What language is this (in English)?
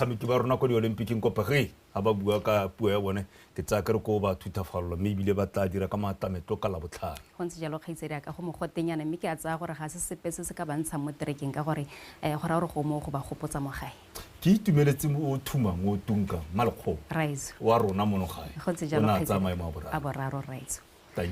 Tswana